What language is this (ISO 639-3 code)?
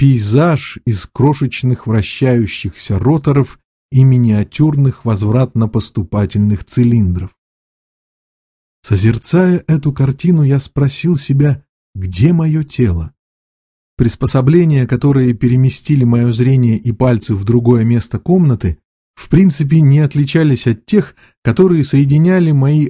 rus